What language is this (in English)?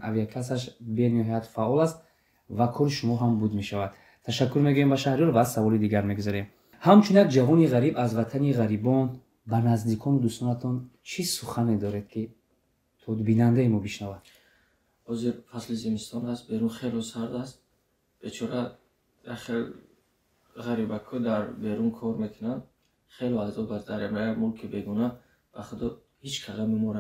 Tajik